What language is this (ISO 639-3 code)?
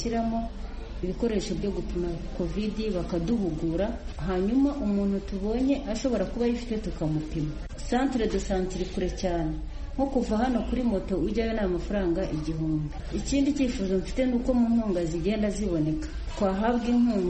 kin